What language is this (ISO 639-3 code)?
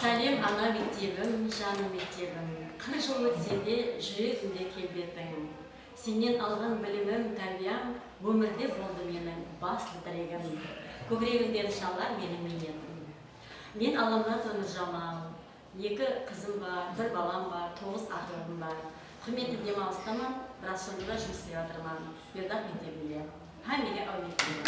kaa